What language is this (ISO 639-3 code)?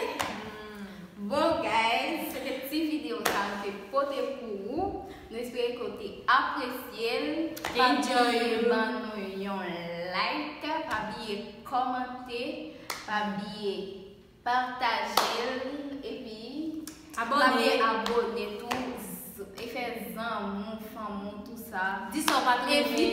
hat